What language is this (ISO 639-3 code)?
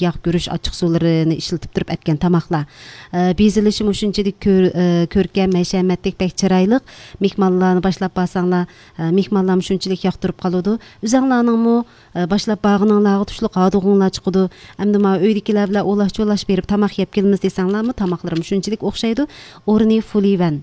uig